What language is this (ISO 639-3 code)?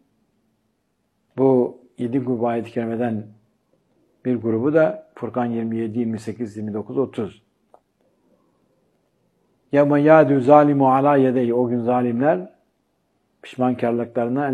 tur